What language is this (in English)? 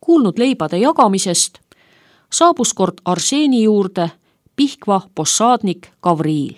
Estonian